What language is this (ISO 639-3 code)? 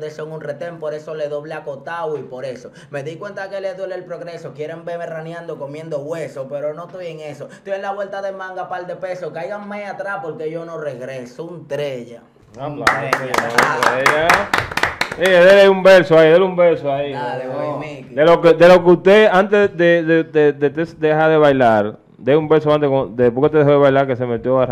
spa